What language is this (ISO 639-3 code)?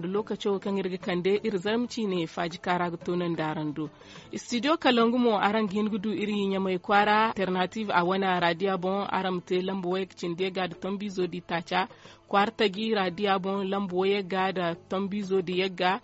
dje